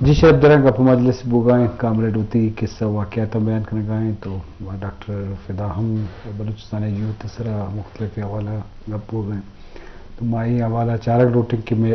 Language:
Eastern Balochi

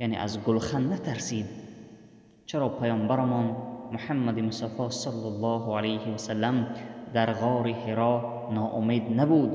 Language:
Tajik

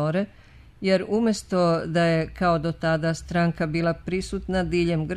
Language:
Serbian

